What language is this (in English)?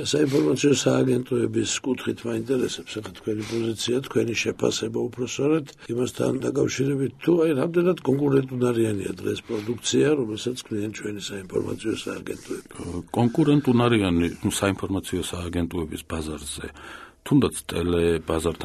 Georgian